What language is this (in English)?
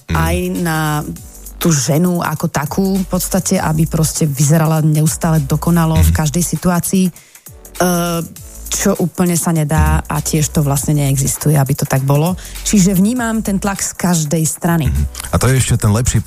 Slovak